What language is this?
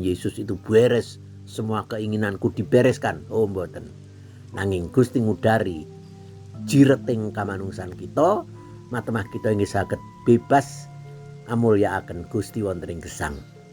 Javanese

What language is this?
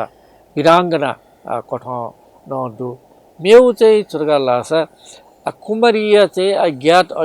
Newari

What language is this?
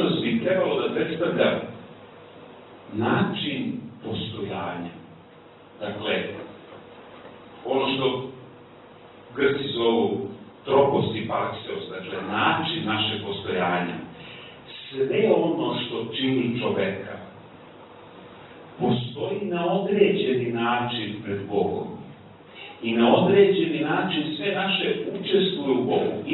Serbian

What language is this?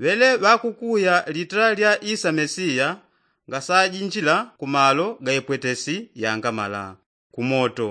Yao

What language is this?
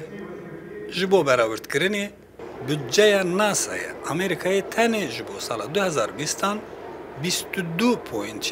Kurdish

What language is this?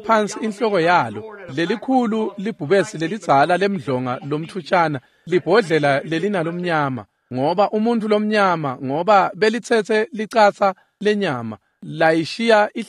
Swati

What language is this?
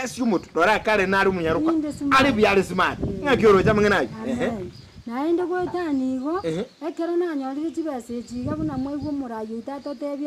Gusii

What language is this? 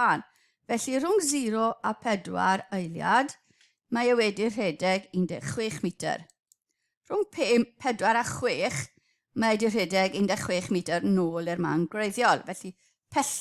Welsh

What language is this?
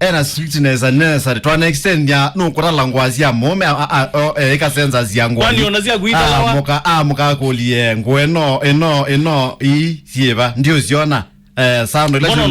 Kamba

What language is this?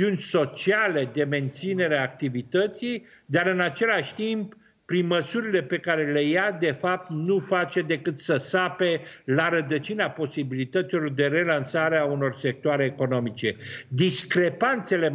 Romanian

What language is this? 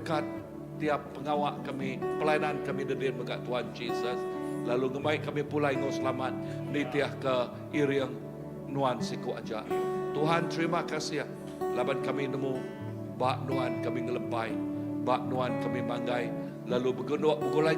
Iban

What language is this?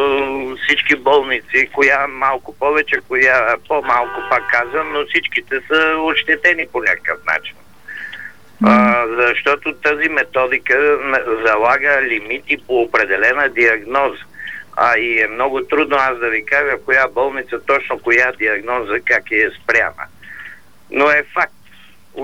Bulgarian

